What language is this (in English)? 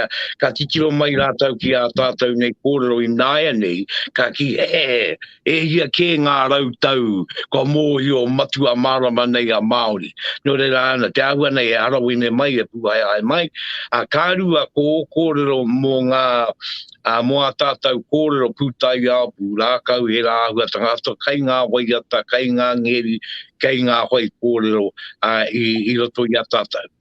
Māori